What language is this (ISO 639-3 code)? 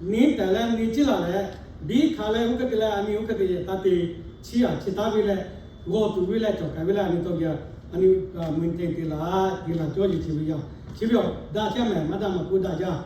lhu